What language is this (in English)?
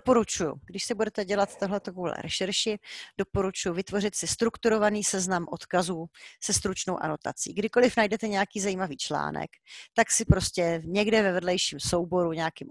Czech